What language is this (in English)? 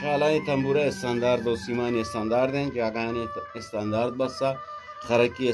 Eastern Balochi